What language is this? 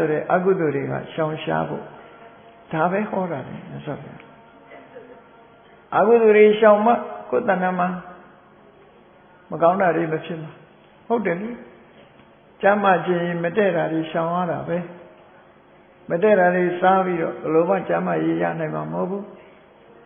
Burmese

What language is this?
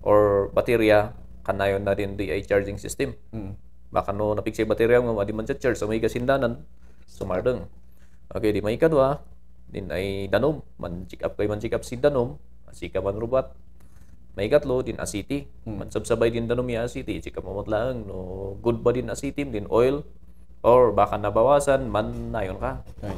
Kankanaey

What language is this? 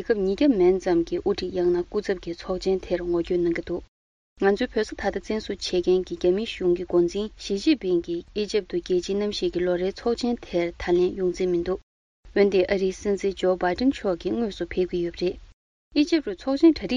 Tibetan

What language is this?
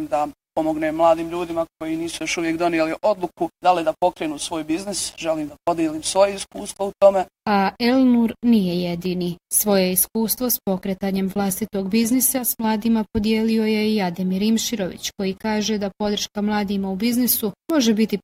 Bosnian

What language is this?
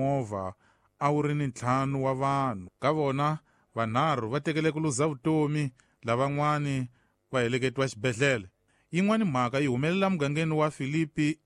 Tsonga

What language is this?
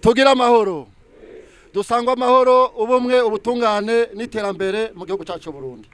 Rundi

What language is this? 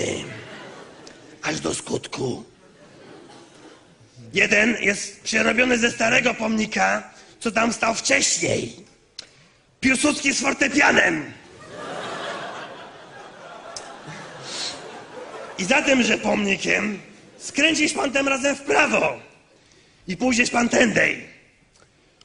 Polish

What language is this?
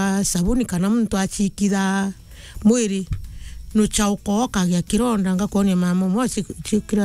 Meru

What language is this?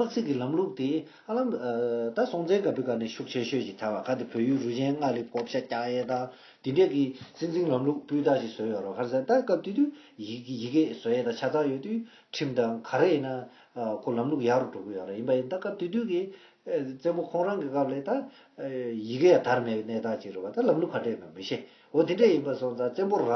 Tibetan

